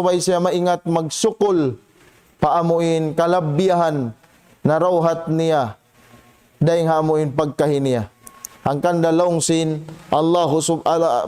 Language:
Tausug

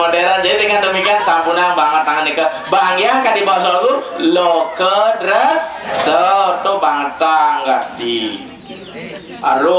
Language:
Balinese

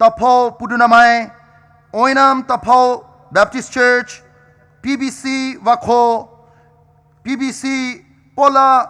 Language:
Poumei Naga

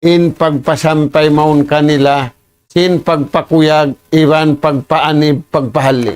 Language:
Tausug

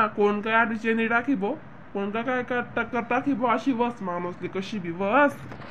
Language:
Khandesi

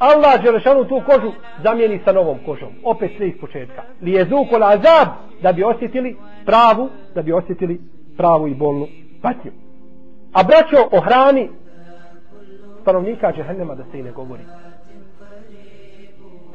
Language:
Bosnian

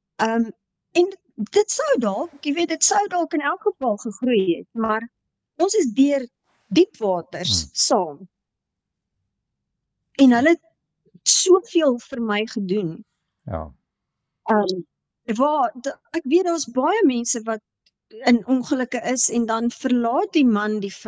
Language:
Afrikaans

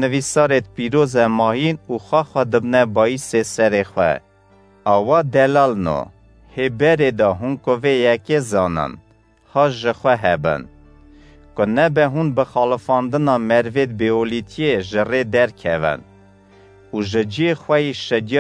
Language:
Kurdish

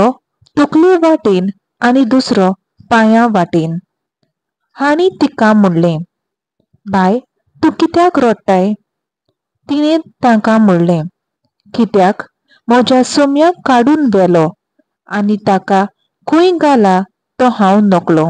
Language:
Konkani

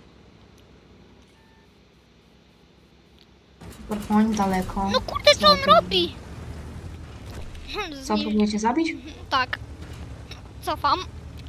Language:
Polish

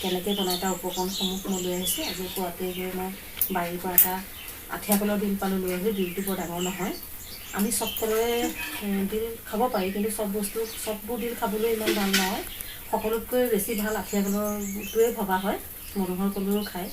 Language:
Assamese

